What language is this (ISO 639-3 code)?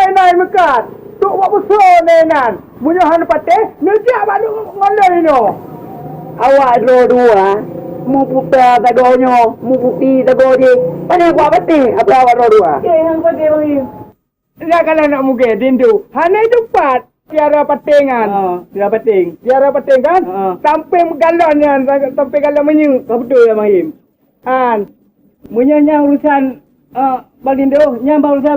ace